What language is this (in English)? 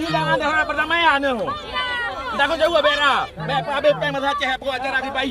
Achinese